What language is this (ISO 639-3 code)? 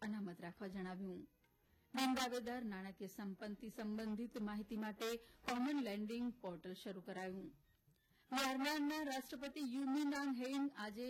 guj